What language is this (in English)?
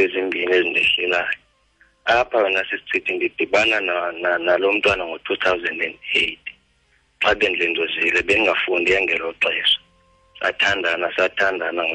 Xhosa